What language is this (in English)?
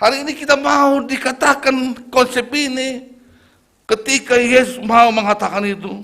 Batak Simalungun